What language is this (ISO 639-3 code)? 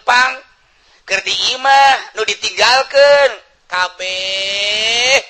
sun